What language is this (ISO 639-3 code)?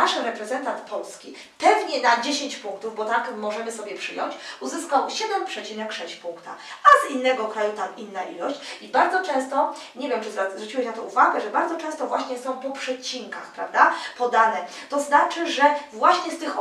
pol